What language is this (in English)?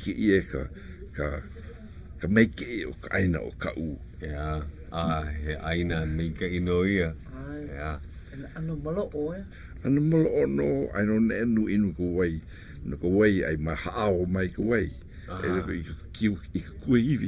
Hawaiian